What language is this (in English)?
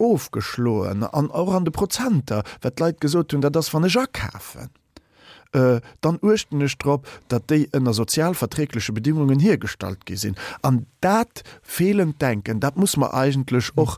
Luxembourgish